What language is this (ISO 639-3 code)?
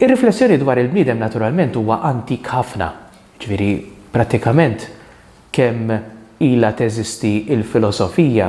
mlt